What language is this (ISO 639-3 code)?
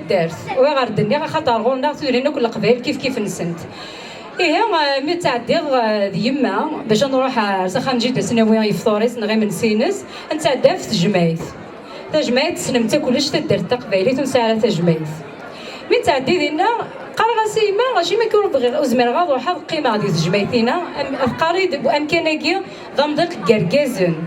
kab